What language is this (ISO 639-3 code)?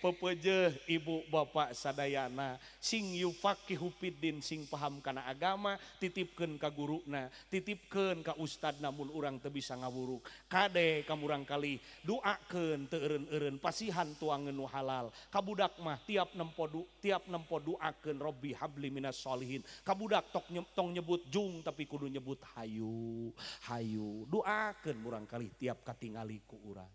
sun